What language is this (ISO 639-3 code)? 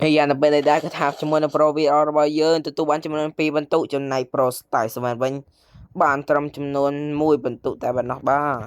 khm